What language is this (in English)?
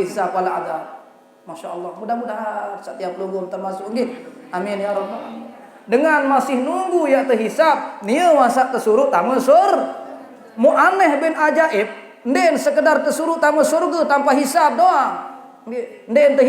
Sasak